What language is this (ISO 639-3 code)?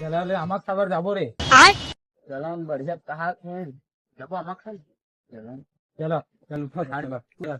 hne